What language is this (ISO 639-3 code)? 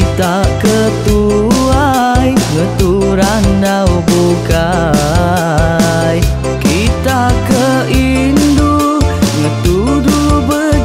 iba